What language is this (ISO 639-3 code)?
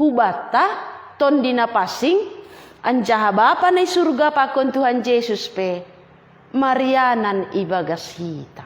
bts